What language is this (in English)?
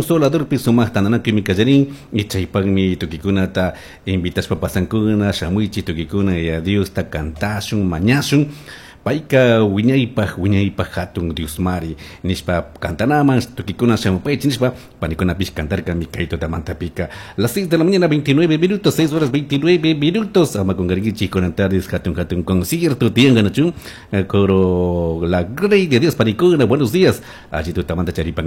Chimborazo Highland Quichua